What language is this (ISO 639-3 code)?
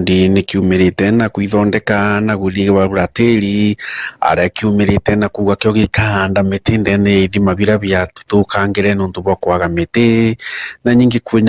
mer